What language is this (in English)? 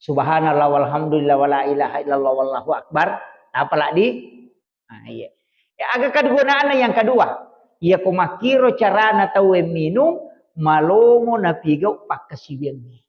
Buginese